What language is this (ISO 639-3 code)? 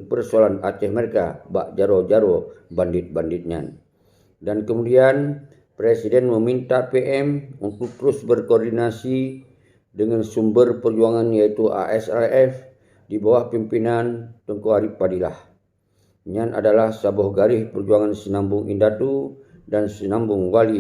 ace